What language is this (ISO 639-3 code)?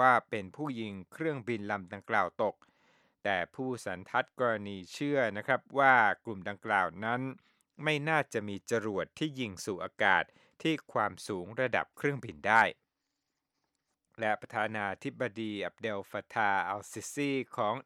tha